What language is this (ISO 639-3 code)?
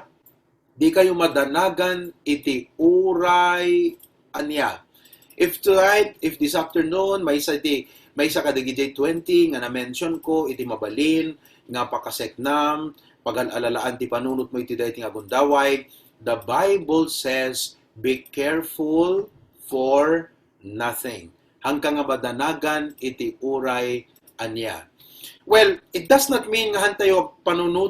ilo